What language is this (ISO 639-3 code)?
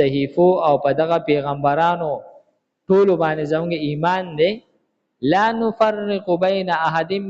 pus